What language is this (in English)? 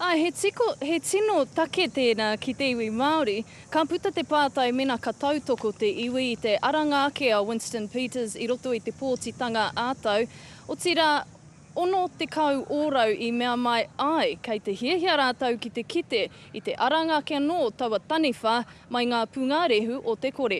Māori